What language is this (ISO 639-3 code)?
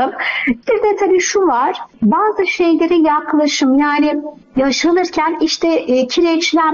tur